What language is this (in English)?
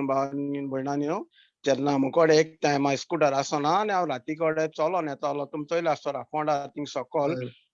Konkani